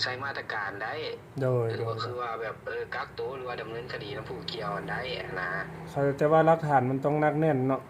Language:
Lao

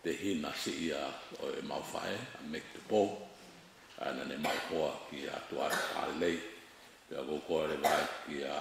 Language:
Tongan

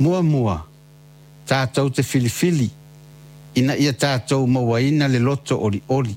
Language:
Samoan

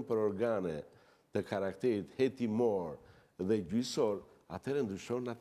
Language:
Albanian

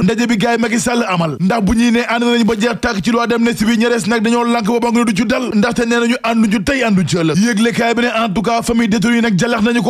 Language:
Wolof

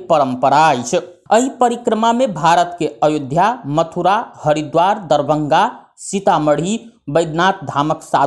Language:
Maithili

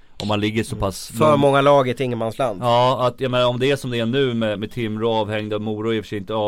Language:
Swedish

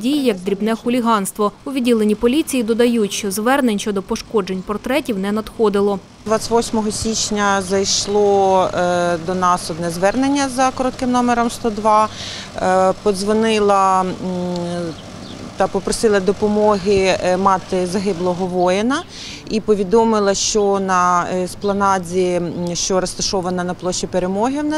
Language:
Ukrainian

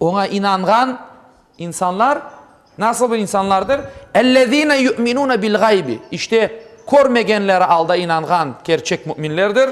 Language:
Crimean Tatar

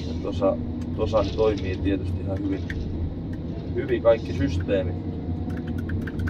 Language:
Finnish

